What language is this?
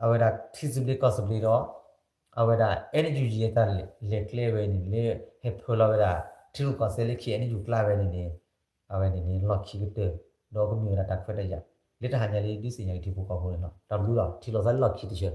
S'gaw Karen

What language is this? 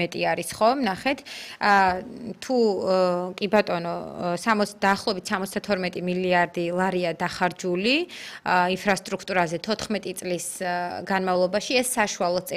Georgian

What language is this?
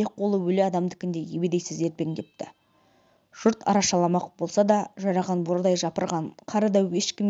Kazakh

